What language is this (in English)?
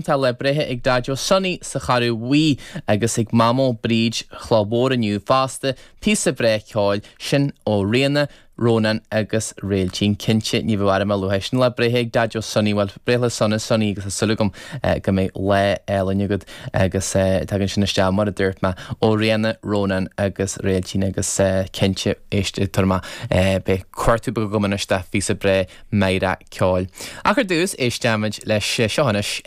Irish